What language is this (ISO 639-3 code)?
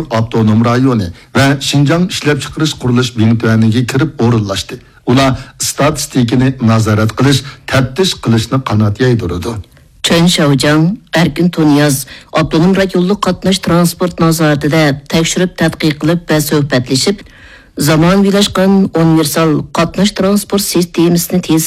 uig